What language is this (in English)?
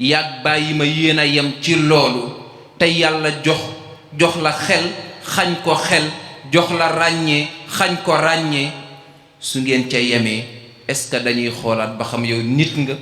Wolof